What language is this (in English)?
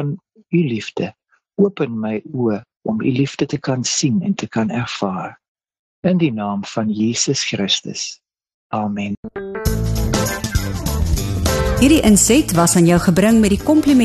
Afrikaans